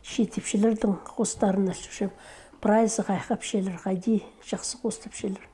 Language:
Khakas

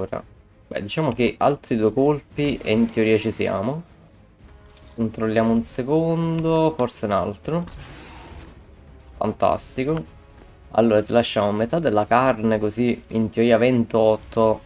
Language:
Italian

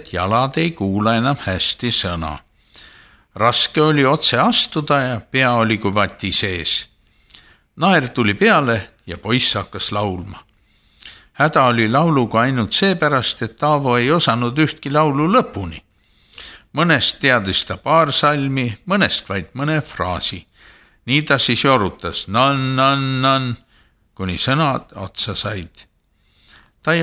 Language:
Estonian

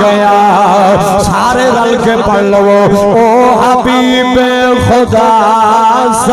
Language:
Saraiki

